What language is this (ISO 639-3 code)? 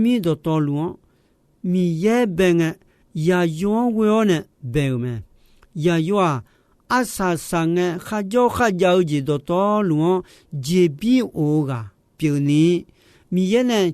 ahk